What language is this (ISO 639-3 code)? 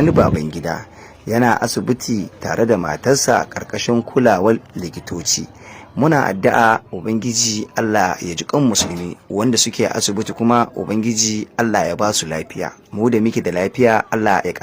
hau